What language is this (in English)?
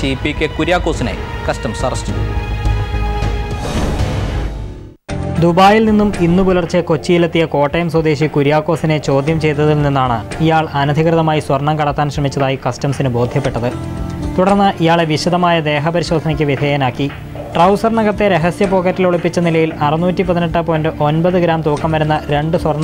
Malayalam